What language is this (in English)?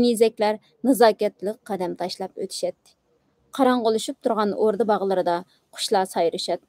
Uyghur